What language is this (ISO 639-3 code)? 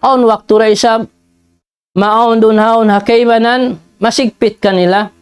tsg